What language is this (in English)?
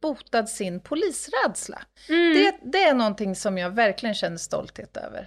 Swedish